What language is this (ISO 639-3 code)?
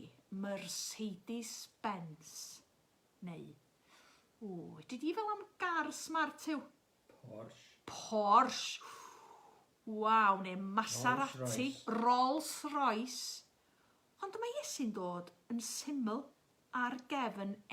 cym